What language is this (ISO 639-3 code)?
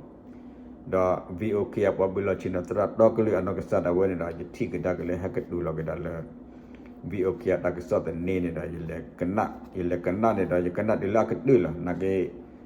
ksw